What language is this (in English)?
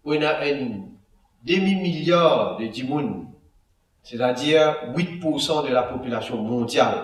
Morisyen